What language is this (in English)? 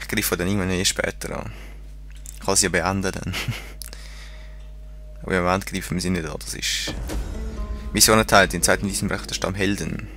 Swiss German